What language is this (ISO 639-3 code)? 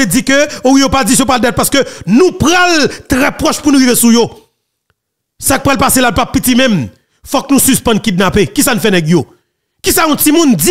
hat